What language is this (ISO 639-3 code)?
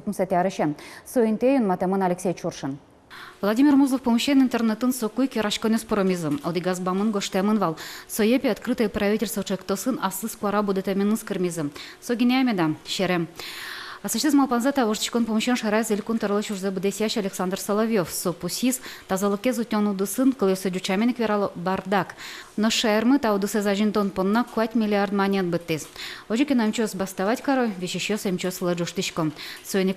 udm